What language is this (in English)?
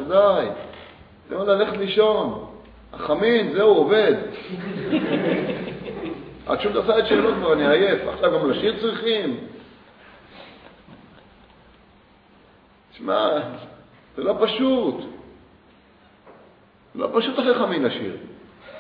Hebrew